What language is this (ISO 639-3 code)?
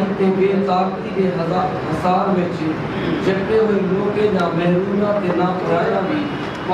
skr